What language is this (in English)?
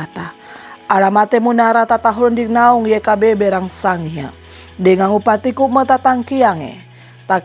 Sangir